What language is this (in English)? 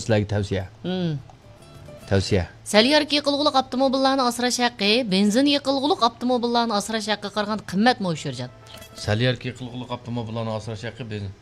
Uyghur